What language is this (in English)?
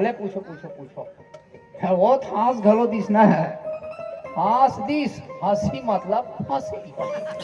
Chhattisgarhi